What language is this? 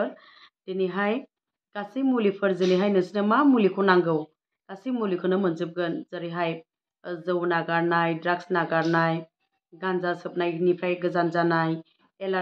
Bodo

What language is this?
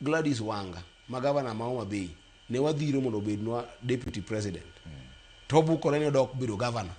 Luo (Kenya and Tanzania)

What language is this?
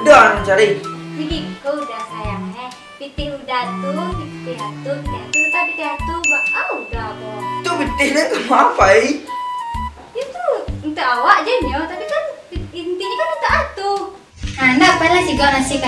Minangkabau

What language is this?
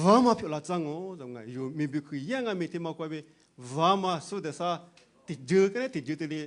Lisu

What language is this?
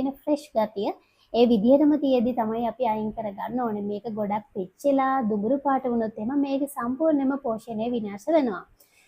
Sinhala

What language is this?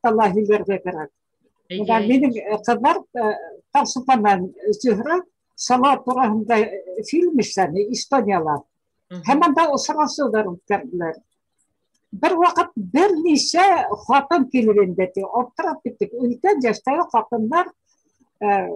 Bashkir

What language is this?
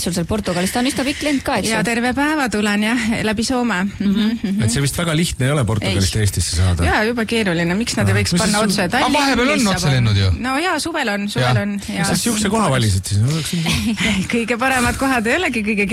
Estonian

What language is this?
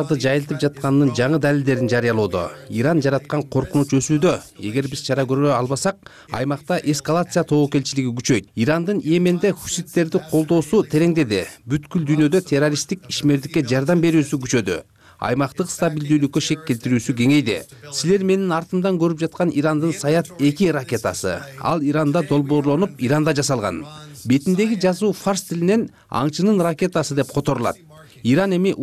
Kyrgyz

